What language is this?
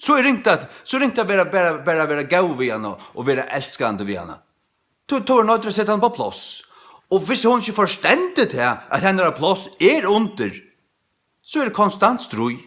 Faroese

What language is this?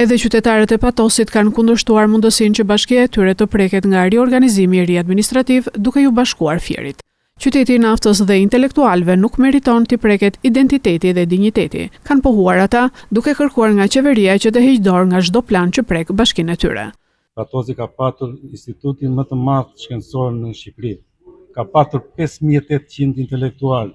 Albanian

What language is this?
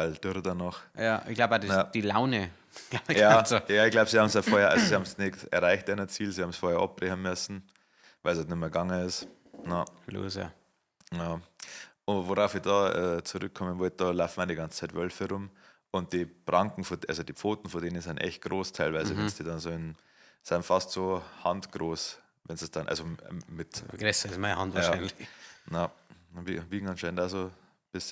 Bavarian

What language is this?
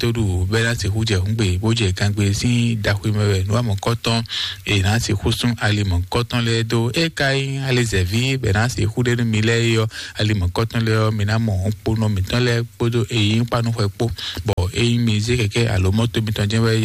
Fon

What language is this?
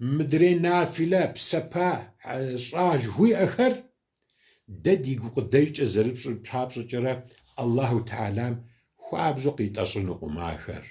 Kabardian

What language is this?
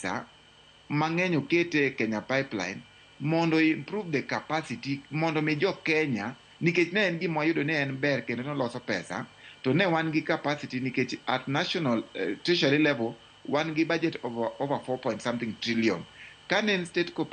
Luo (Kenya and Tanzania)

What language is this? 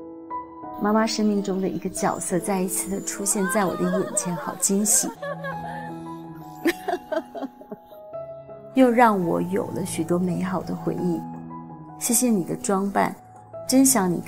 Chinese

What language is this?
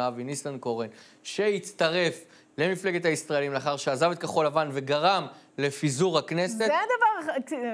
Hebrew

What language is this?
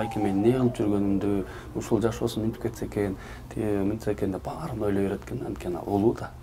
Kyrgyz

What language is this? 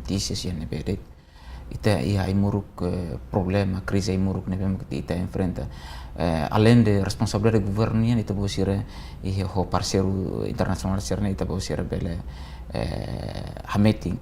Tetum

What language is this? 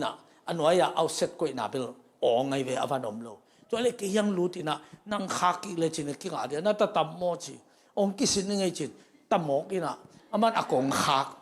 Tedim Chin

